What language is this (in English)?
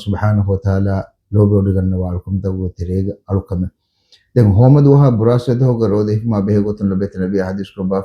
Divehi